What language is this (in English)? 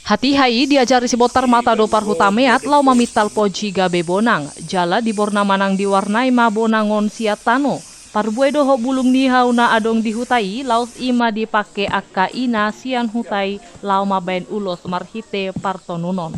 Batak Toba